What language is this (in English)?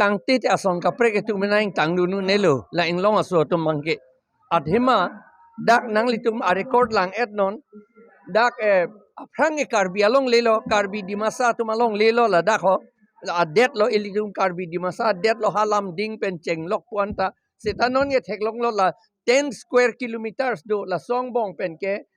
Karbi